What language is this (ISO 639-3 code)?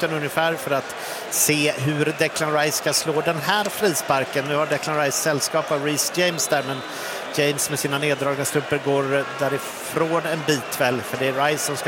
swe